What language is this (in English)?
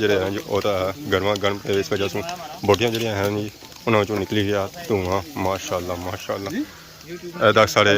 Pahari-Potwari